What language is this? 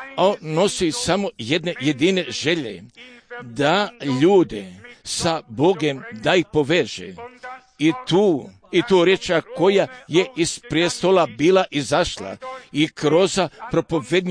Croatian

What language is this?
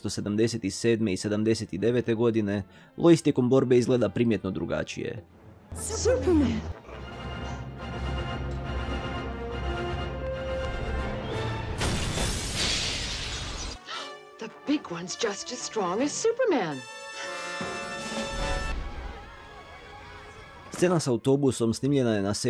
Croatian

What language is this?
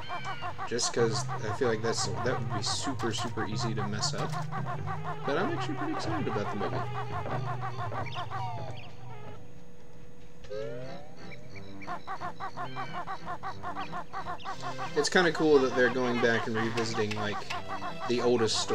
English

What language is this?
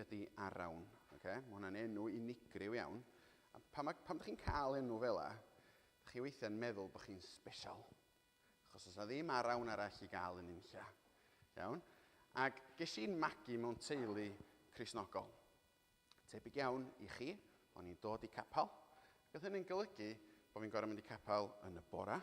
Welsh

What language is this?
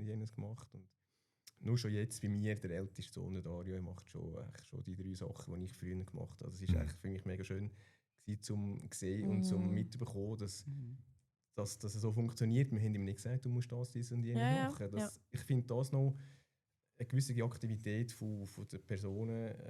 Swiss German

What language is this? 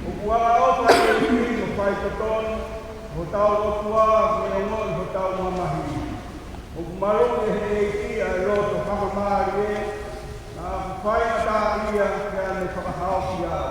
Tongan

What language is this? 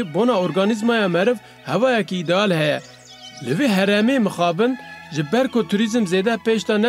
Kurdish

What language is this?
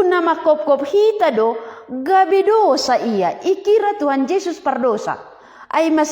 Batak Simalungun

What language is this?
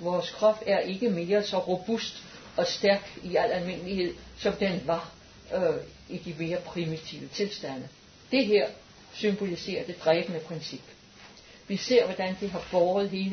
Danish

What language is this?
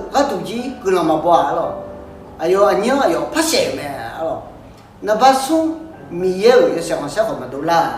Akha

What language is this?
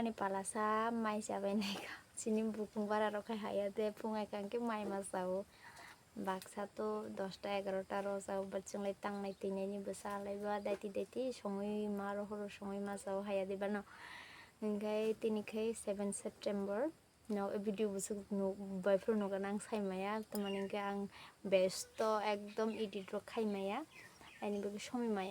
Kok Borok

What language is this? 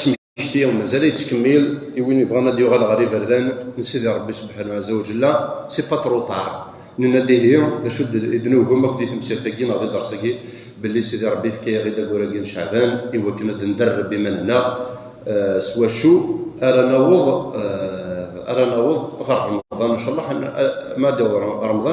Kabyle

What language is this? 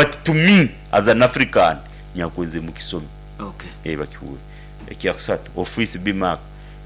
Nyoro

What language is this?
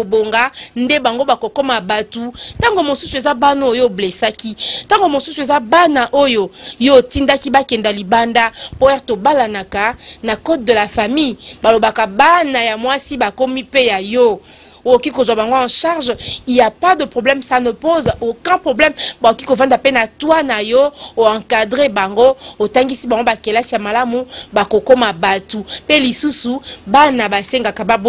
Lingala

